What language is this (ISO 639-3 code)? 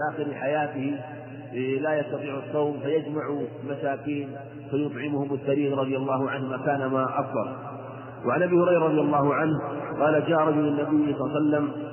ara